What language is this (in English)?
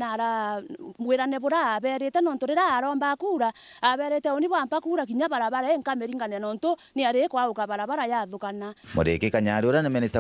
Meru